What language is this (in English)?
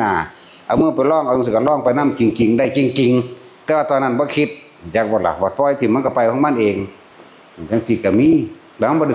Northeastern Thai